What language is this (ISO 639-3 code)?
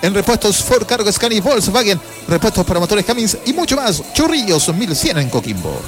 spa